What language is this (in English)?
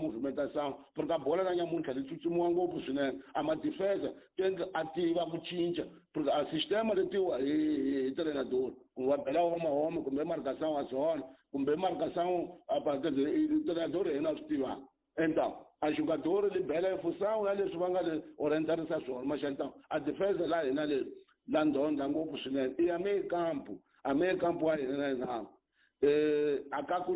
Tsonga